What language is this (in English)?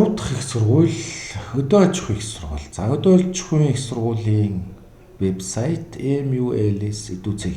Mongolian